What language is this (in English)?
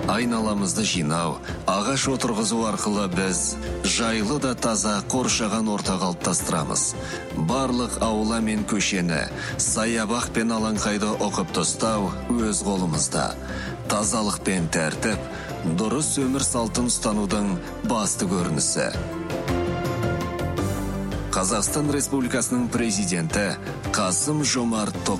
Kazakh